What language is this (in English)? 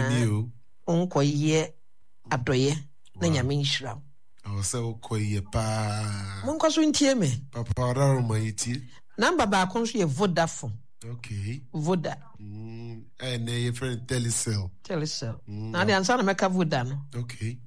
Akan